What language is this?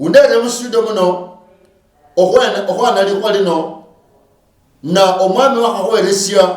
Luyia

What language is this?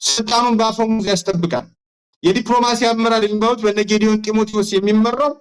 Amharic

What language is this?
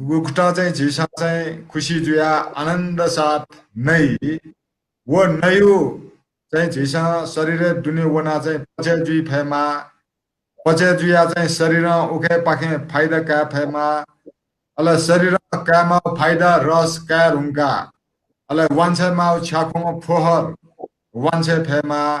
Newari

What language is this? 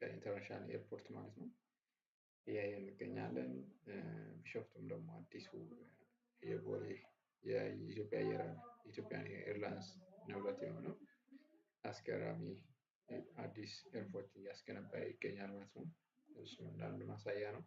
Amharic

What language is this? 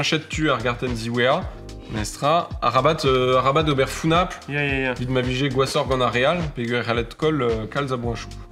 Breton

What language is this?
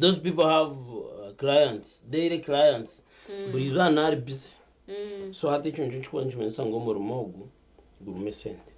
Nyankole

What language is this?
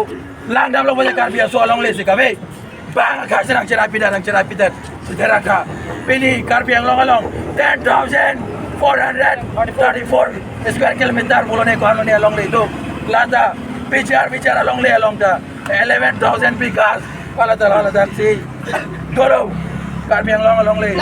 Karbi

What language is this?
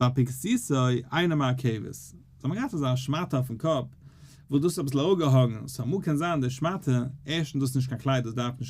Yiddish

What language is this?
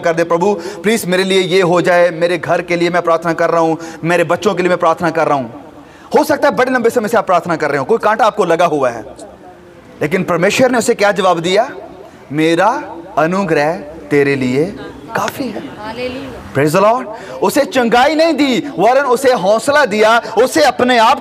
Hindi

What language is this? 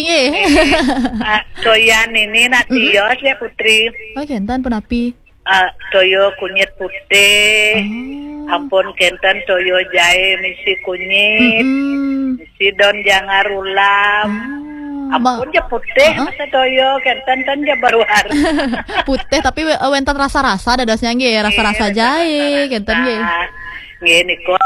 Balinese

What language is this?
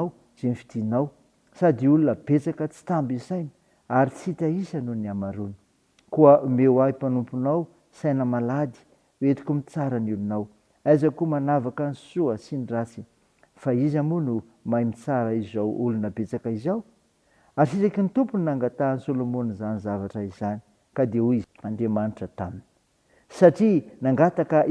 Malagasy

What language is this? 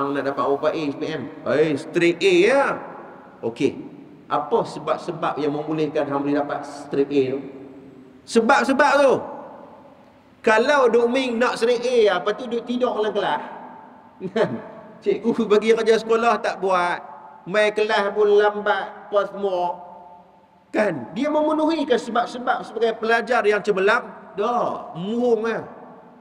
Malay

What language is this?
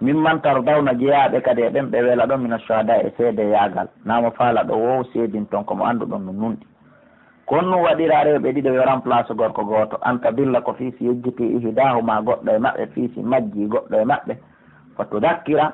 Pular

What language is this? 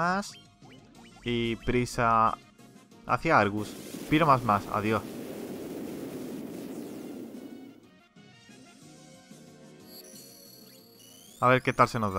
Spanish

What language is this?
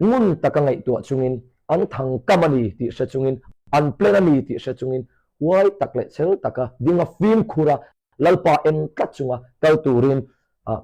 Hmar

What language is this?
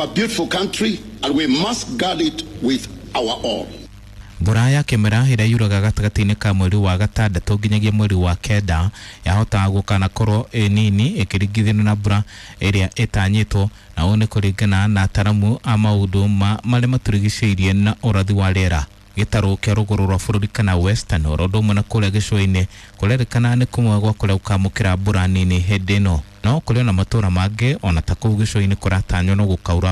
Kikuyu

